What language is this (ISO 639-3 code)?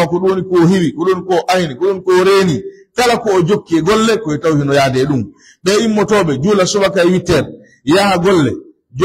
fuf